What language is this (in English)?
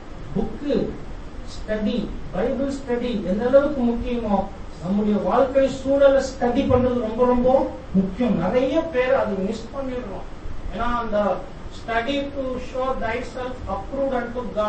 Tamil